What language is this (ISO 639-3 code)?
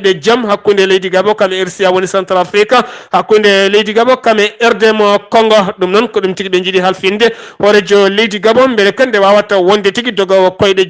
ful